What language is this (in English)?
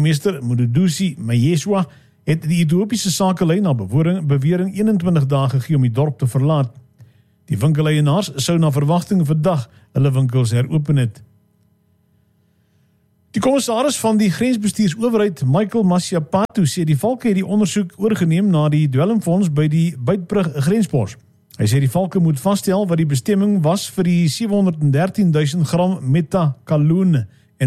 Afrikaans